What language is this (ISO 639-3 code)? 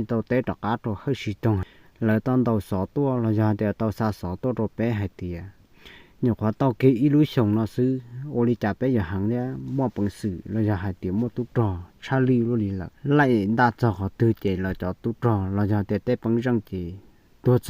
hmn